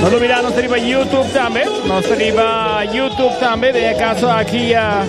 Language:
Papiamento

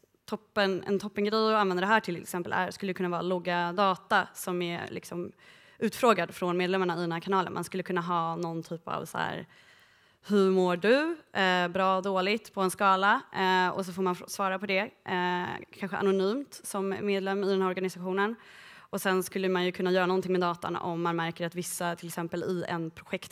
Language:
Swedish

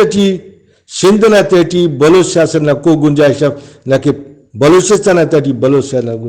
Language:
Brahui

